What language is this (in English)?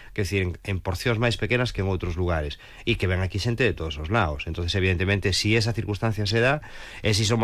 Galician